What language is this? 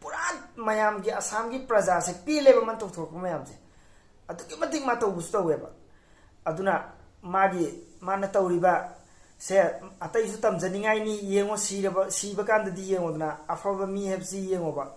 Manipuri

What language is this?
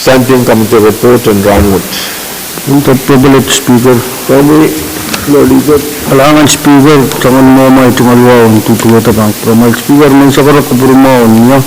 Pohnpeian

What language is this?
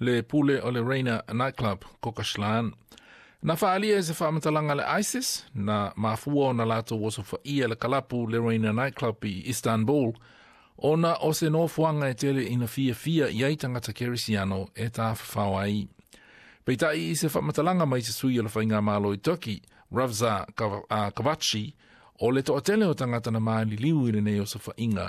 Samoan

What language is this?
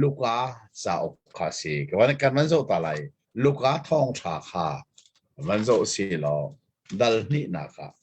Hakha Chin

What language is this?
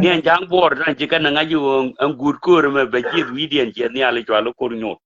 Nuer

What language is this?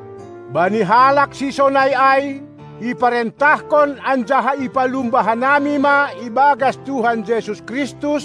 Batak Simalungun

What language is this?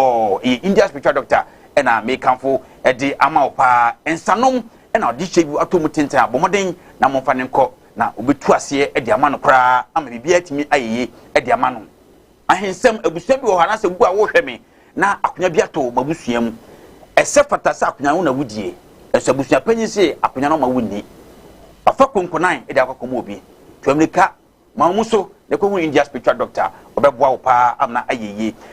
Akan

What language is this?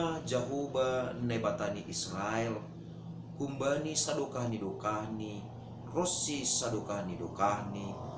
Batak Simalungun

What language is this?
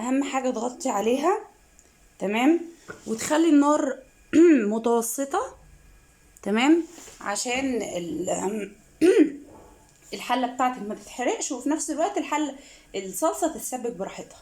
Egyptian Arabic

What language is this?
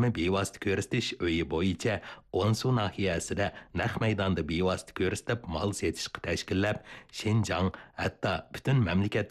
Uyghur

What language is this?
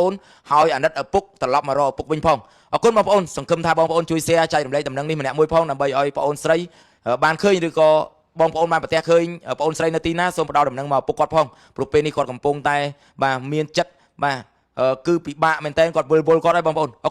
Khmer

